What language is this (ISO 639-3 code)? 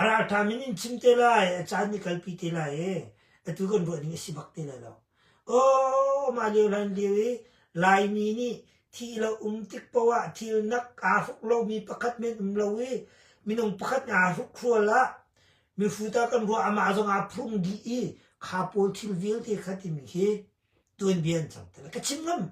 cnh